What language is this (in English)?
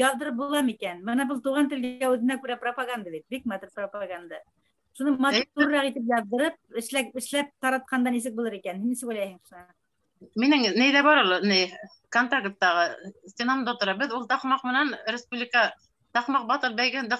Bashkir